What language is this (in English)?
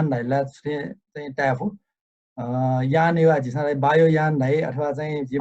Newari